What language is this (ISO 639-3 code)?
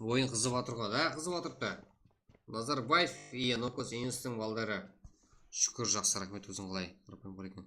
kaa